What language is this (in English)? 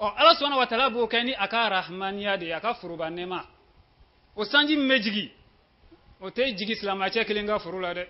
Bambara